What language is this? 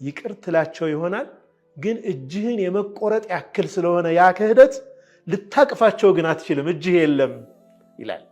Amharic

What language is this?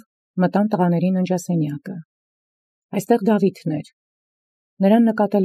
Armenian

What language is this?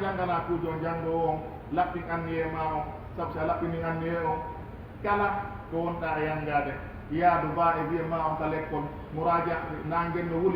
Fula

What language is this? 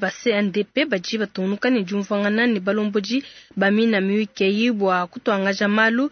Luba-Lulua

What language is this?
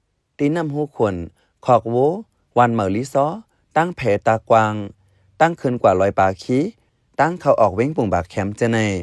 Shan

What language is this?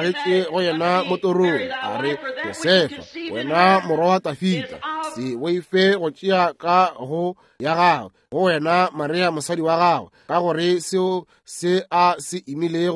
Northern Sotho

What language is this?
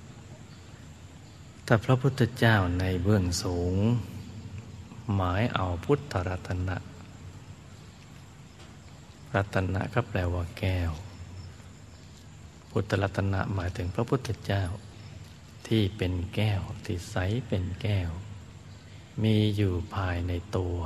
Thai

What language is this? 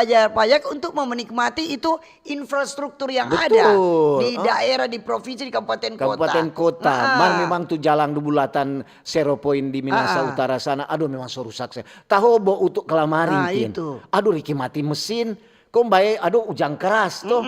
Manado Malay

